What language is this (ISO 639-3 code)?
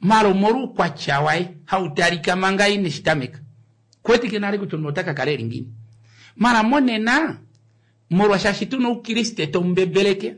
kua